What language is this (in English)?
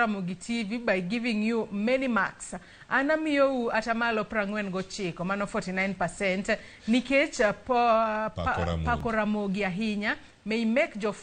Luo (Kenya and Tanzania)